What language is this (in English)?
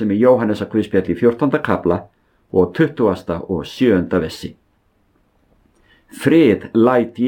Icelandic